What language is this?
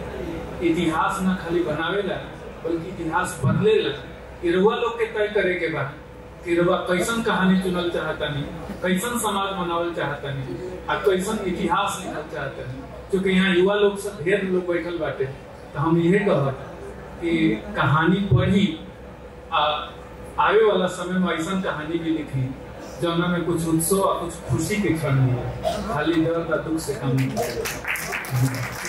Bhojpuri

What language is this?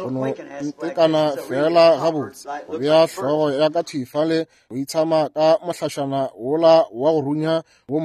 Northern Sotho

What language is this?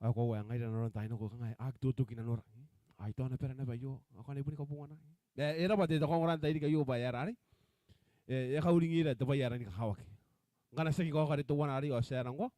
Gilbertese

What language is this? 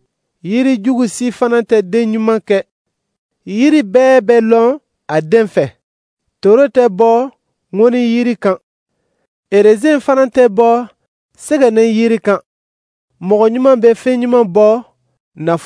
Dyula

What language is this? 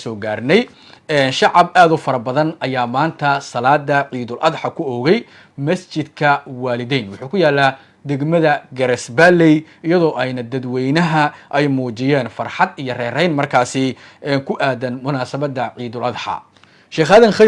Somali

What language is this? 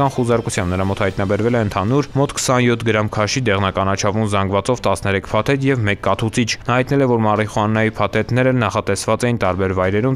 Armenian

